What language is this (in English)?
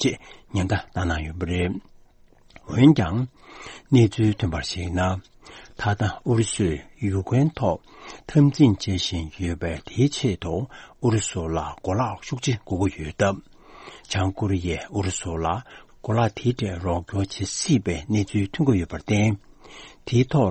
Tibetan